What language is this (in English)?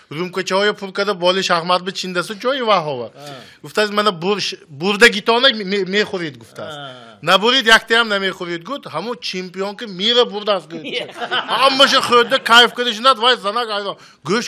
Tajik